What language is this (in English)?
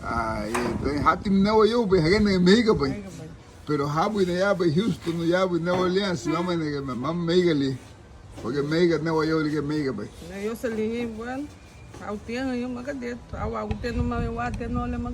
Garifuna